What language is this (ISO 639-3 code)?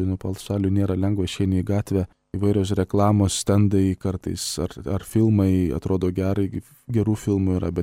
lit